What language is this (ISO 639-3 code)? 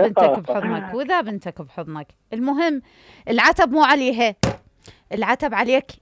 acm